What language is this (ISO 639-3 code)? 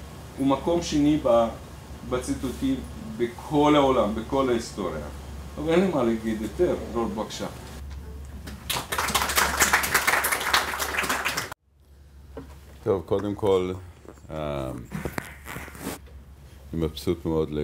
heb